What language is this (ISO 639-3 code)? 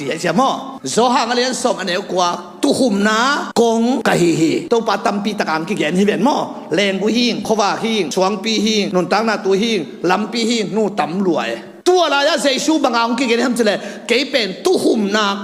ctd